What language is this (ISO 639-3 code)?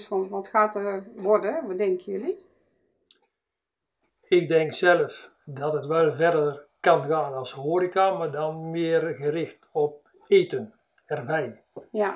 nld